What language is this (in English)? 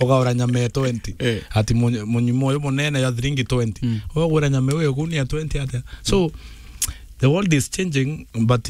Meru